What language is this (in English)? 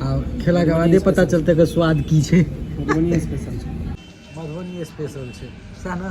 Maithili